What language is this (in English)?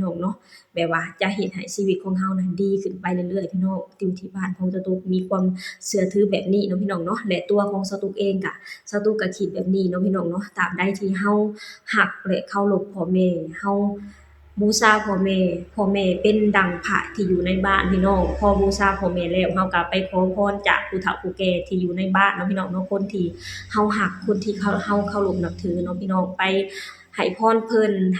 Lao